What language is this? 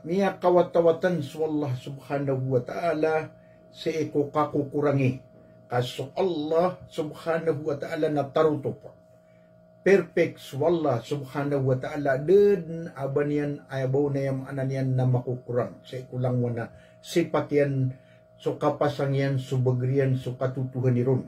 Maranao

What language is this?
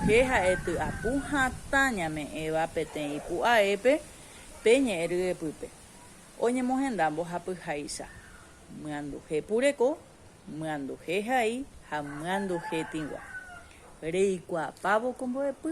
Guarani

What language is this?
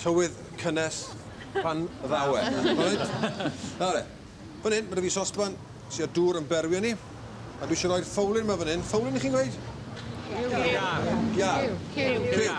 Welsh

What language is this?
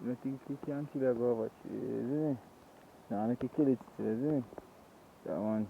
Jamaican Creole English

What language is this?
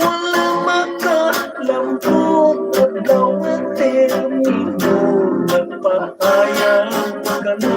Hiligaynon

